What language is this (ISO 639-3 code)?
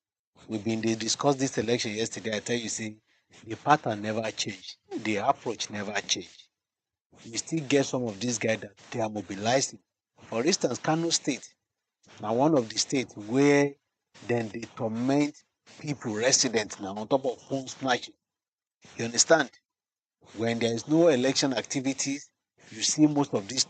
pcm